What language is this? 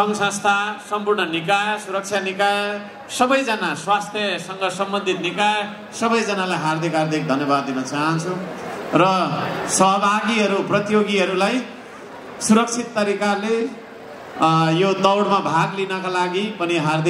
Nepali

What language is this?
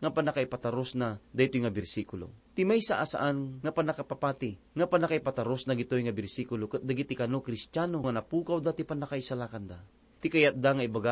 Iloko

